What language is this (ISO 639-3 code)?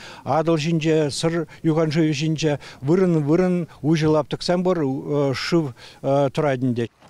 chv